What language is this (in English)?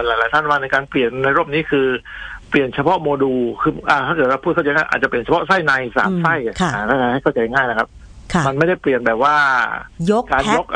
Thai